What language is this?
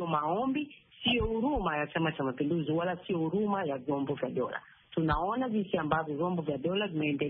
Swahili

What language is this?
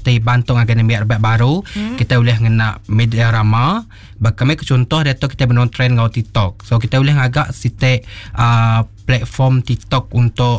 Iban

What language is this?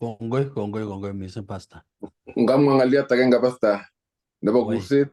Kalenjin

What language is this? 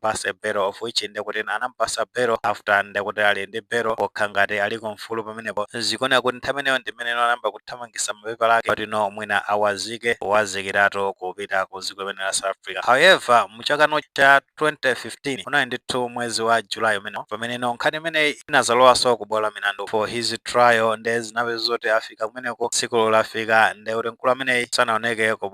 Nyanja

